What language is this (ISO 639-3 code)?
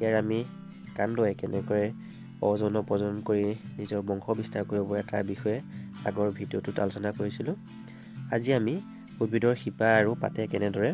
asm